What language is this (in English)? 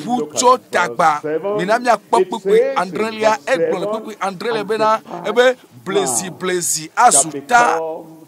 Ewe